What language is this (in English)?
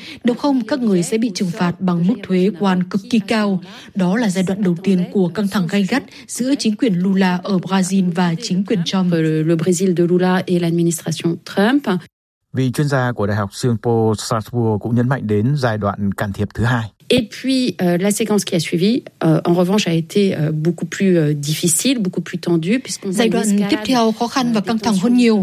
Vietnamese